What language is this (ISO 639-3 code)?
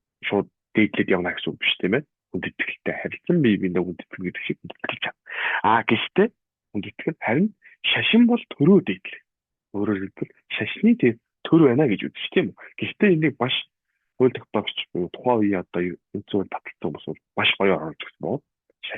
mon